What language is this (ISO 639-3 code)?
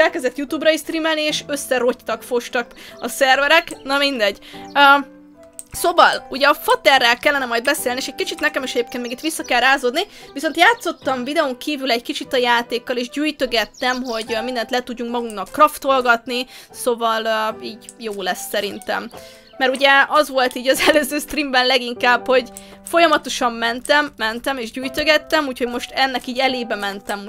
hun